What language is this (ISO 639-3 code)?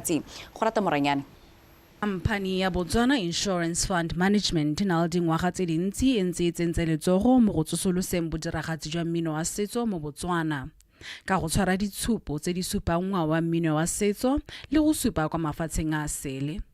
tsn